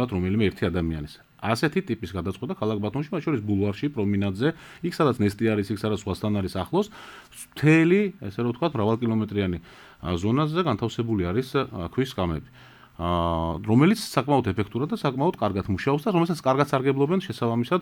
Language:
Georgian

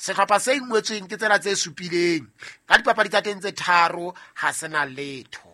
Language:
Southern Sotho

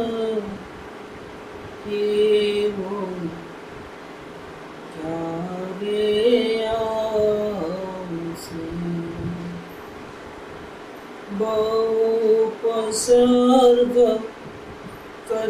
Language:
Gujarati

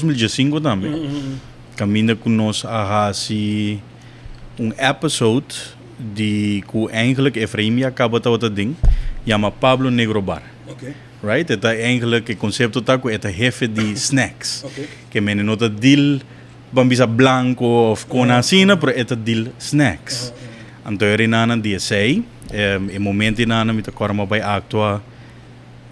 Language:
Papiamento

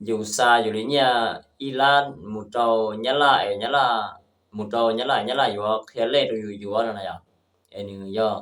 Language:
Hmong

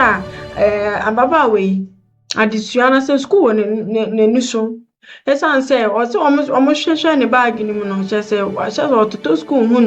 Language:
Akan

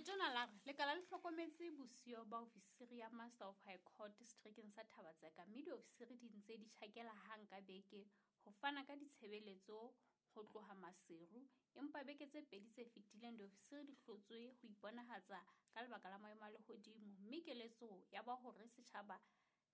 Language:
Southern Sotho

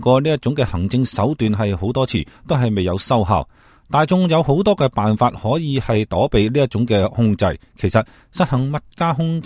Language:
Cantonese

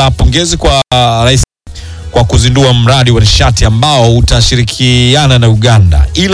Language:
Swahili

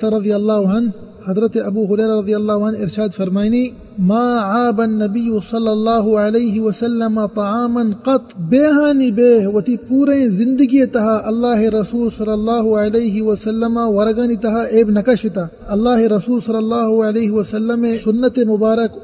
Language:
Eastern Balochi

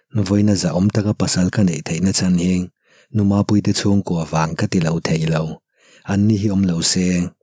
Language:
Mizo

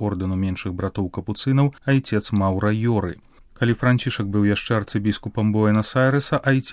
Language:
Belarusian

